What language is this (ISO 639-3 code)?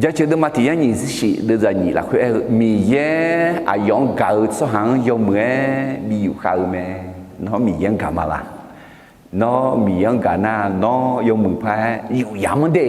ahk